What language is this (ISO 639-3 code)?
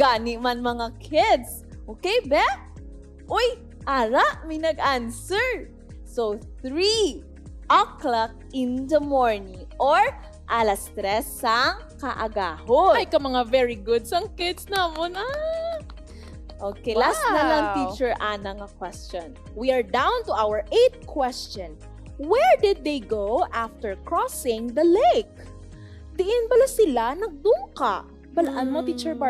hil